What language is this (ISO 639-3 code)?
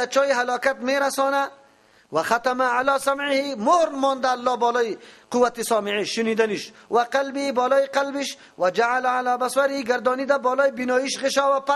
fas